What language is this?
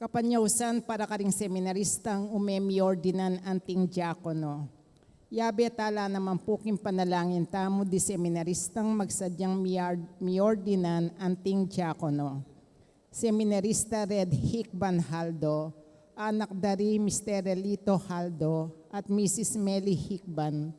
Pampanga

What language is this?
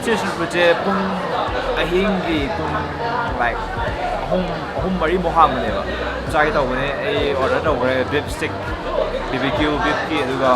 Manipuri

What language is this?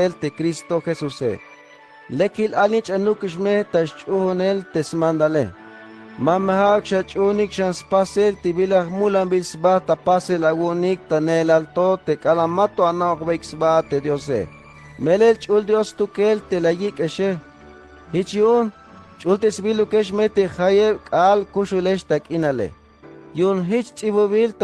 Tzeltal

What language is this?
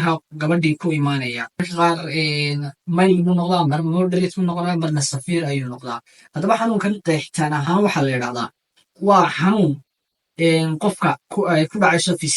Somali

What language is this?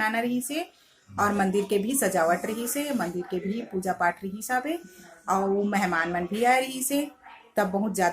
Chhattisgarhi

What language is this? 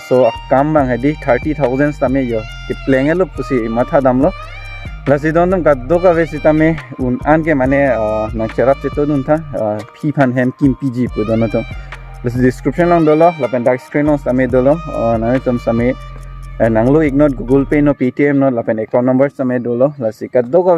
Karbi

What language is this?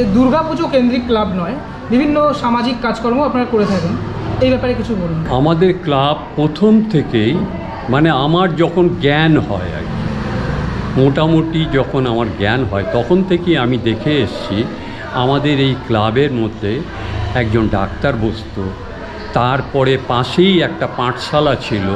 Bangla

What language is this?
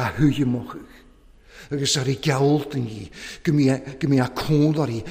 Welsh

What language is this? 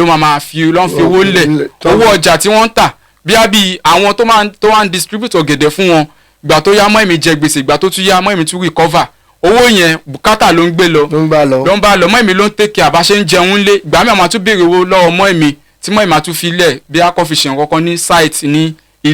Yoruba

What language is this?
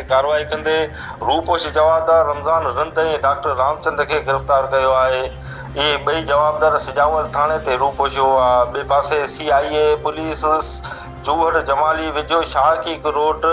Sindhi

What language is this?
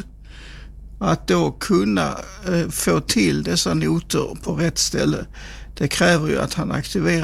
Swedish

